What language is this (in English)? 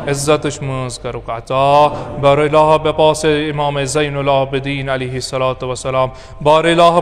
Kashmiri